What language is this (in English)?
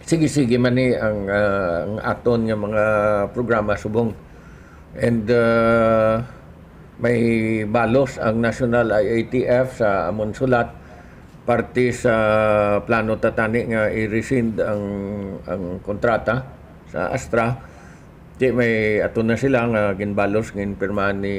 Hiligaynon